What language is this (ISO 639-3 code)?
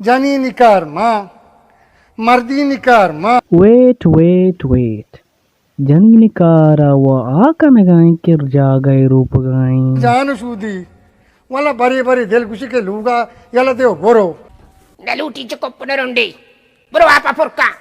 bal